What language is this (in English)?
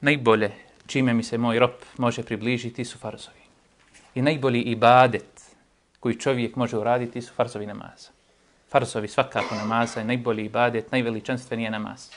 Bosnian